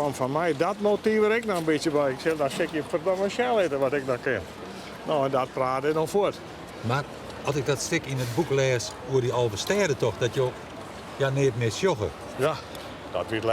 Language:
Western Frisian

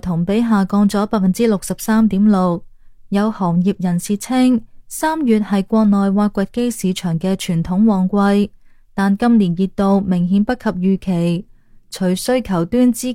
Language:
Cantonese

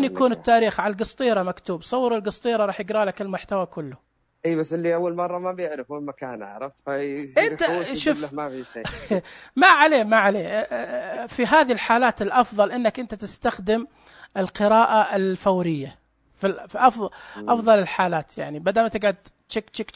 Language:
Najdi Arabic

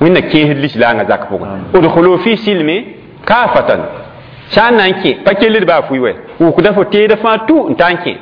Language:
Mossi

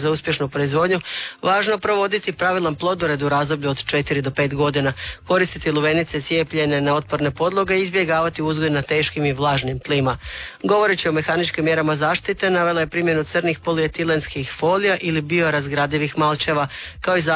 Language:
Croatian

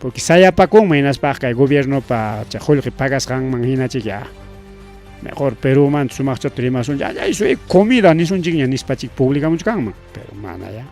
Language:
Ayacucho Quechua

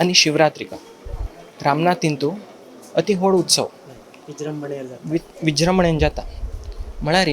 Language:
Konkani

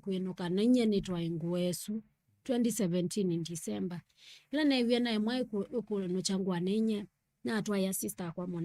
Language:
Kamba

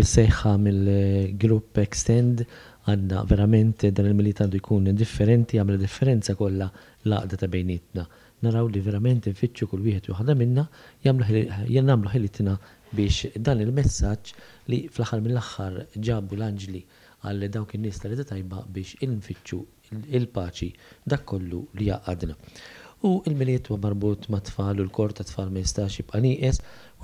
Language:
Maltese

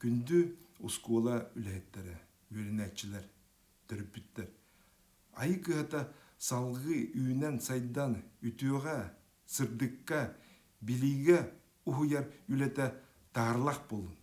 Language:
Yakut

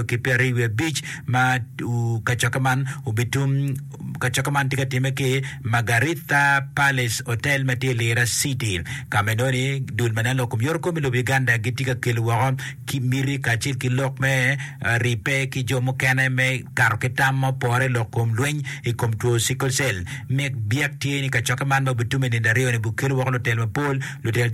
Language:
Acoli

